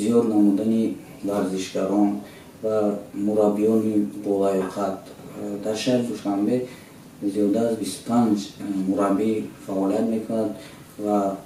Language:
Tajik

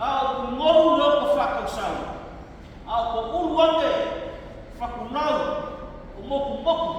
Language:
Samoan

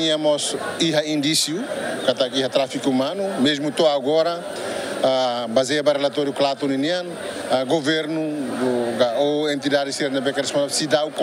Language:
Tetum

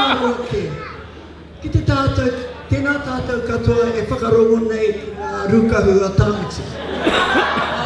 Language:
Māori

